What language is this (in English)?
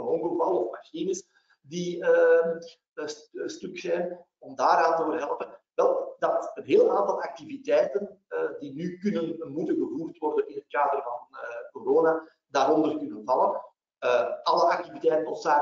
Dutch